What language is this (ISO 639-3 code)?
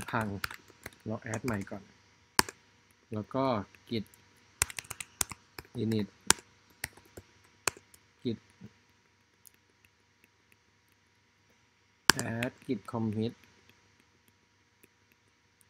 tha